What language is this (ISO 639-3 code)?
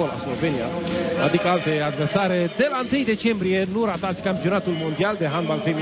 ron